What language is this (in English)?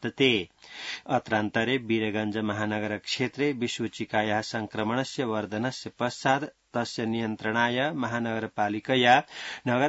Sanskrit